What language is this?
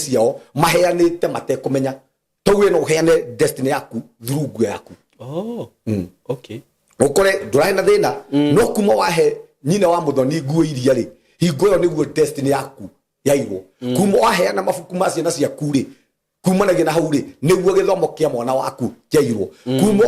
Kikuyu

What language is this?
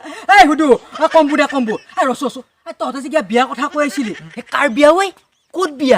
Assamese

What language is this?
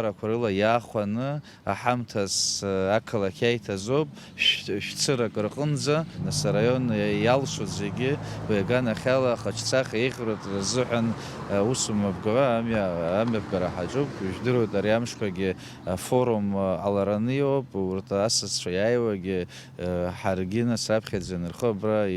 Abkhazian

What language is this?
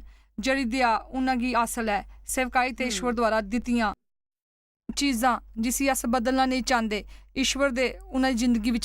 Dogri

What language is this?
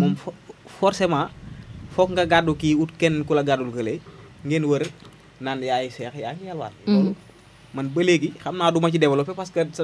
Wolof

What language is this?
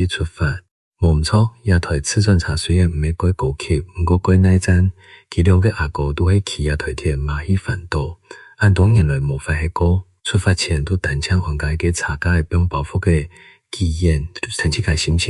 Hakka Chinese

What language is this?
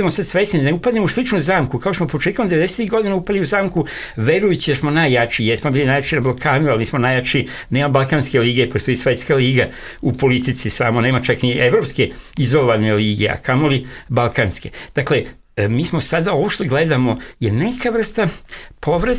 Serbian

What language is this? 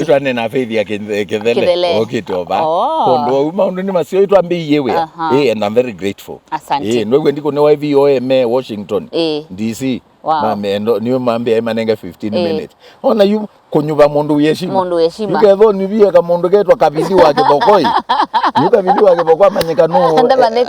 Kamba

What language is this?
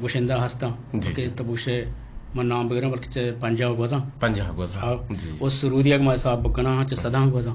Eastern Balochi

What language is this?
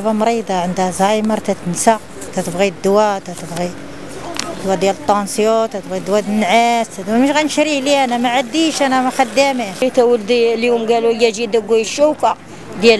Moroccan Arabic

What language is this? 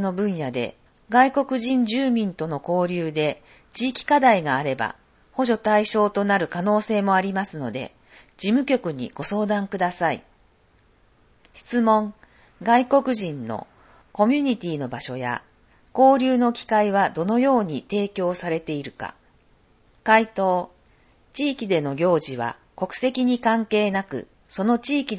Japanese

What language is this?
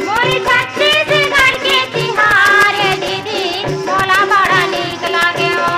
Chhattisgarhi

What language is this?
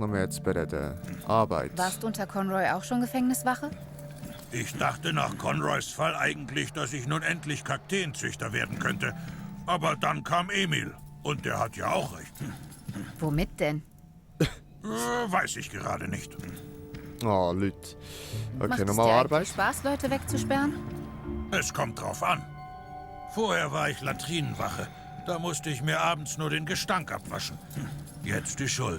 Swiss German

